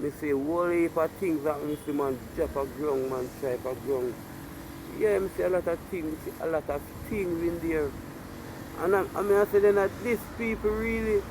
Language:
Jamaican Creole English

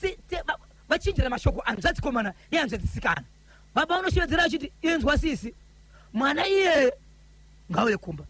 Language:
Shona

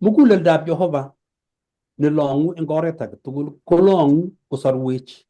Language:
Kalenjin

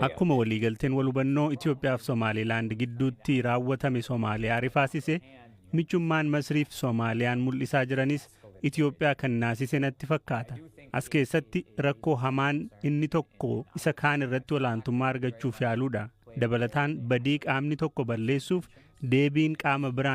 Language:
Oromo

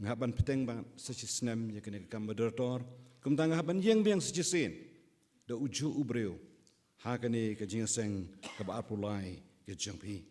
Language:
Khasi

